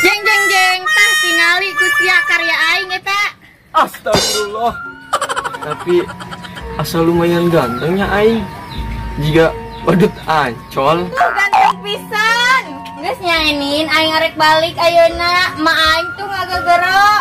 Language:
Sundanese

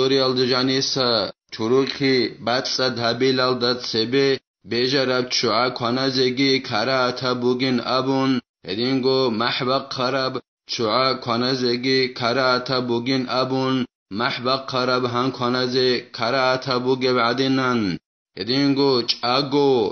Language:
Avaric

